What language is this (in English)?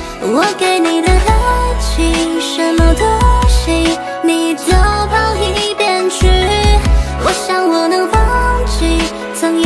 Chinese